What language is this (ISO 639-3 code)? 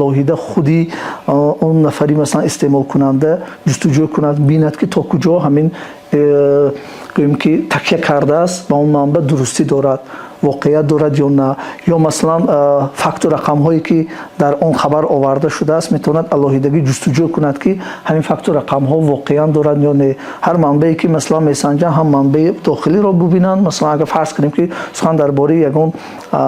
tgk